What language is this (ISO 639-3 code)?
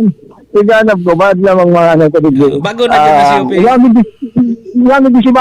bik